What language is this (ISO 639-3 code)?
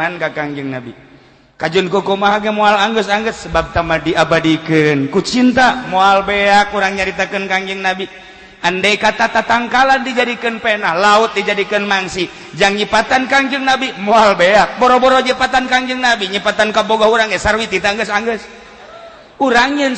sun